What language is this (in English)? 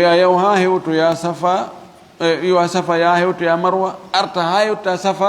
Fula